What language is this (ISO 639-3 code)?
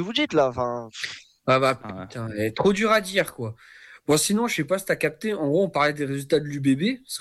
fra